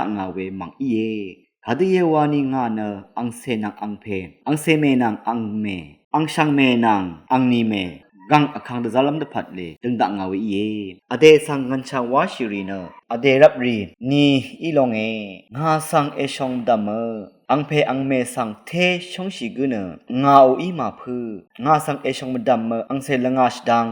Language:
Rawang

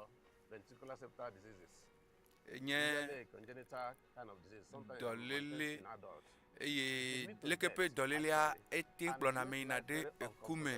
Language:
Ewe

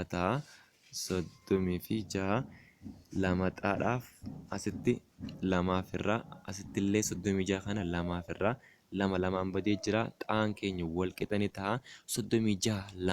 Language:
Oromo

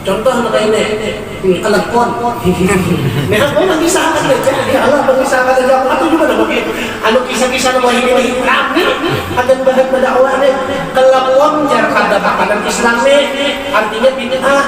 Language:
Banjar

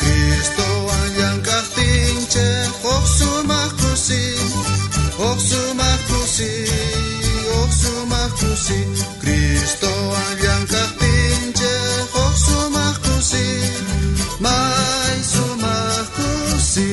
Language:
South Bolivian Quechua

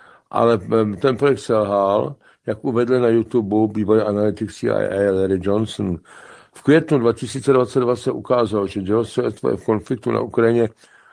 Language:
Czech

